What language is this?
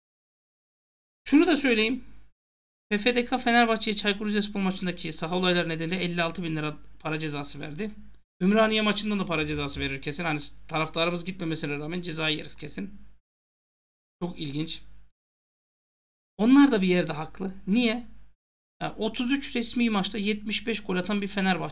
Turkish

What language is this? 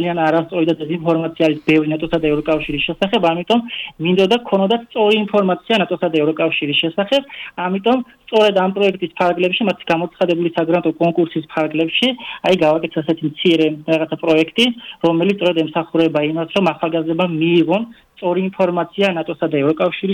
Georgian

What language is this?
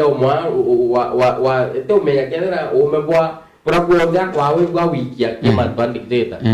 Meru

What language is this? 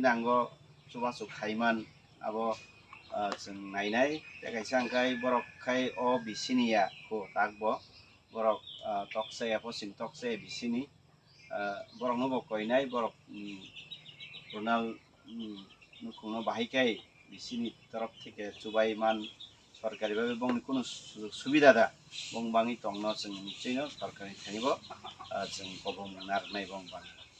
Kok Borok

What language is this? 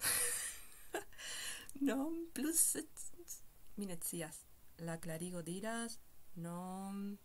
Esperanto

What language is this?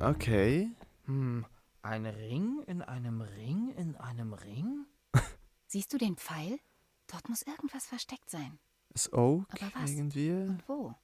Swiss German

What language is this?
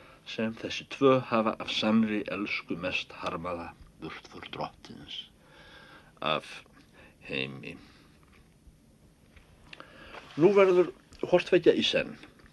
Icelandic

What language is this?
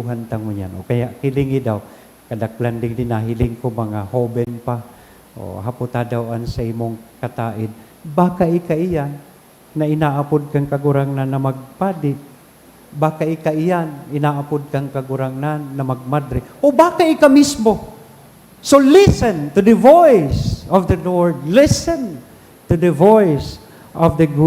Bikol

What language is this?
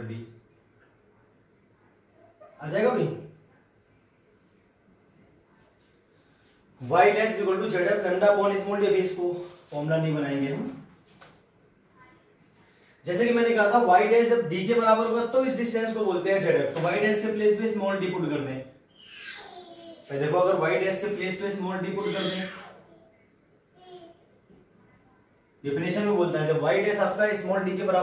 Hindi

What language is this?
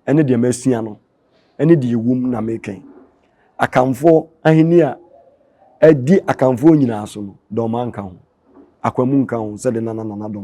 Akan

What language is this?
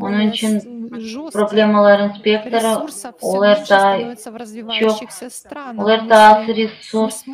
Gagauz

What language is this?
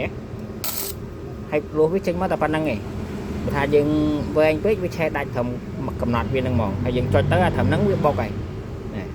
Khmer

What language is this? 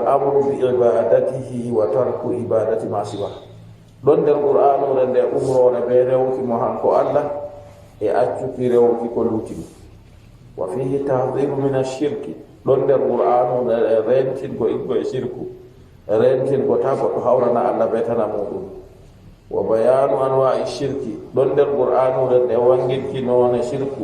Fula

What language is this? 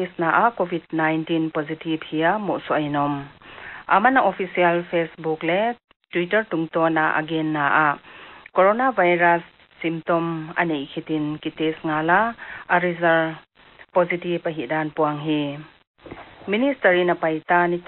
Paite Chin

